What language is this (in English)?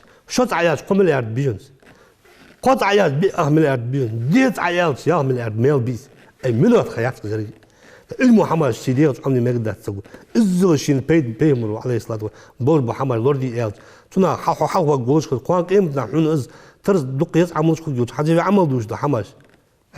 Ingush